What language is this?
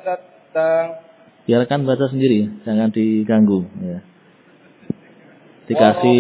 Indonesian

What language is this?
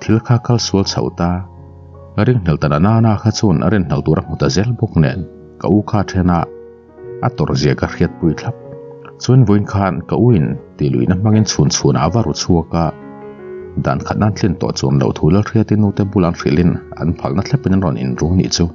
Mizo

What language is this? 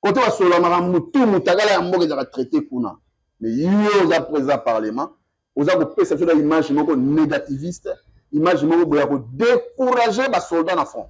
Lingala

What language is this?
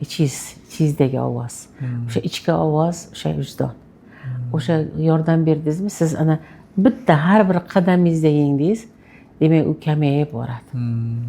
Uzbek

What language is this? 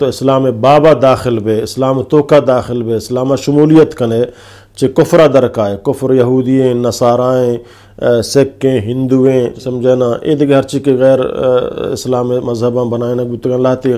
Eastern Balochi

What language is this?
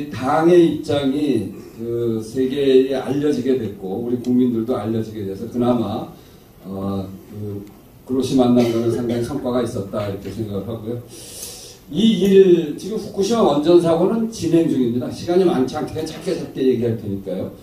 Korean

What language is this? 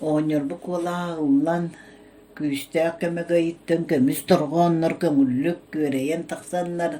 Yakut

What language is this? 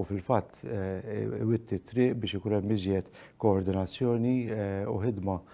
Maltese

